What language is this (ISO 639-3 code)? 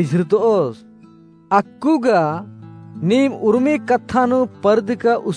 kru